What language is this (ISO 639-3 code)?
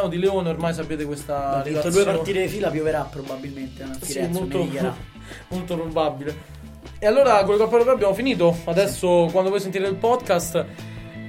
ita